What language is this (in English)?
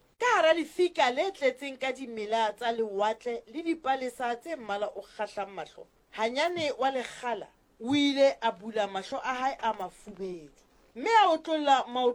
Southern Sotho